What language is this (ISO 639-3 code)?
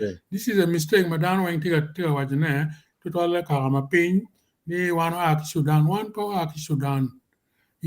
ach